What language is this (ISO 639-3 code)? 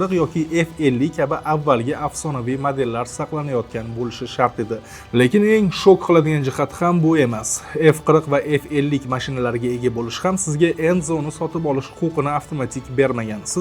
uzb